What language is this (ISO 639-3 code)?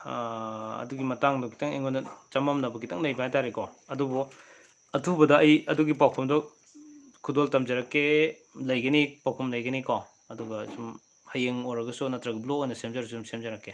mni